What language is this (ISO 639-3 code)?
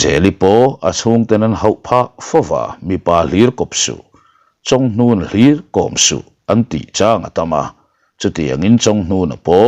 lus